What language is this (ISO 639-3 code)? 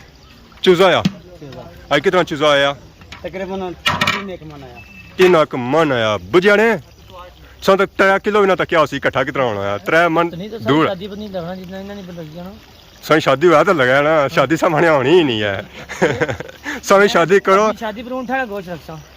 phr